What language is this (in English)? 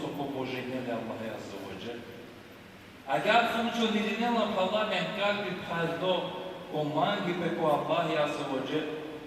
Balkan Romani